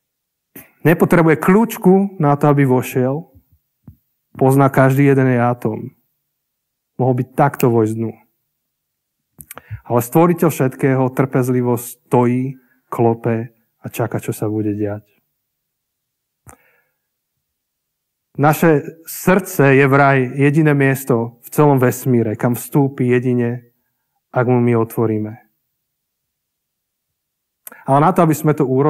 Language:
Slovak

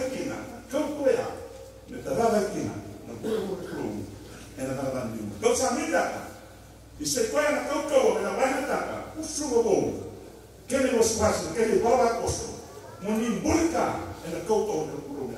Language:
Fijian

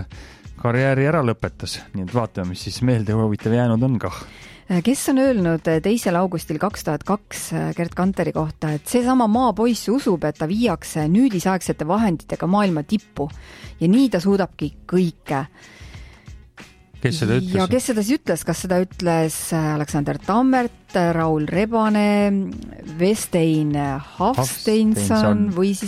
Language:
Estonian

